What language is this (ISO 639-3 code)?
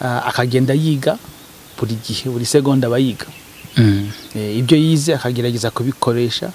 kin